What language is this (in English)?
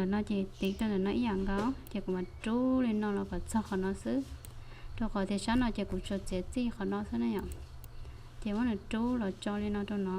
Hmong